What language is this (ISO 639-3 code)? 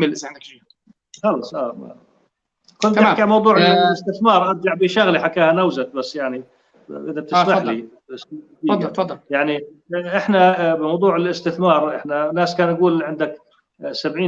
apc